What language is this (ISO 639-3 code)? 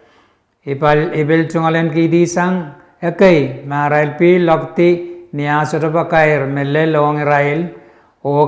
pon